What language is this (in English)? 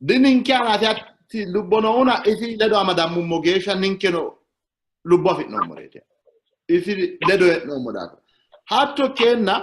Sidamo